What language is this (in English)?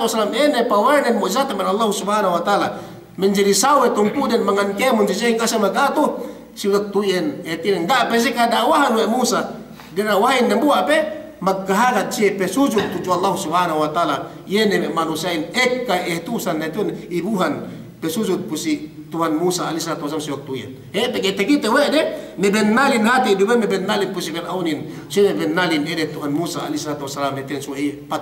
Yakan